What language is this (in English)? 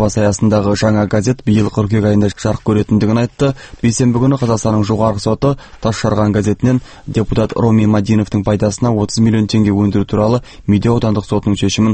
Kazakh